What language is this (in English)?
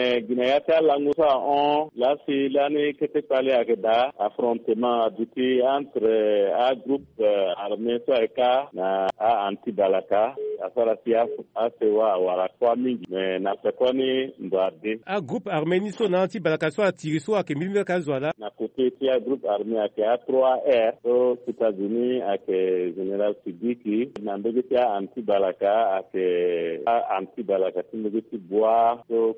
Sango